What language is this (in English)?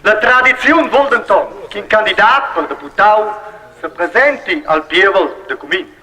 Romansh